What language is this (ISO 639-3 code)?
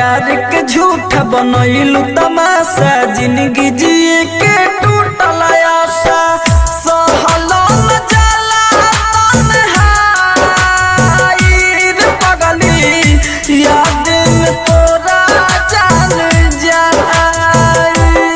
bho